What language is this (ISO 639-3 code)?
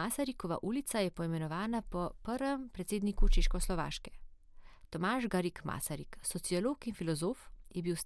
slv